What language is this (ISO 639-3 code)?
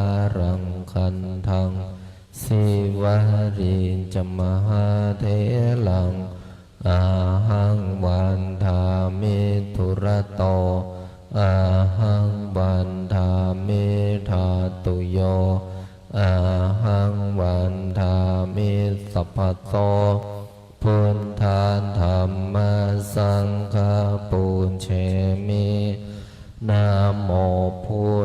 pli